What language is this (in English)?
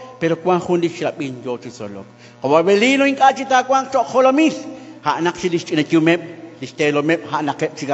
Kekchí